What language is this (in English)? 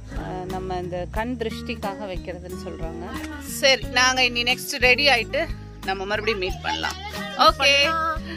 Tamil